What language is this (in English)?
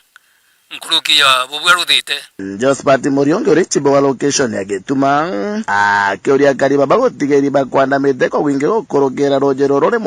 Meru